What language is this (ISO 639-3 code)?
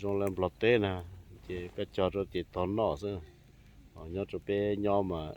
hmn